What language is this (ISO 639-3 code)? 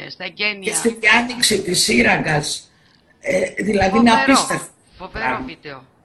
ell